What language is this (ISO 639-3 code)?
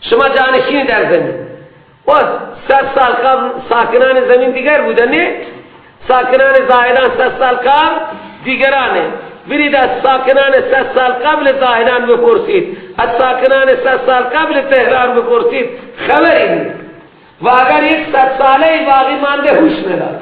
fas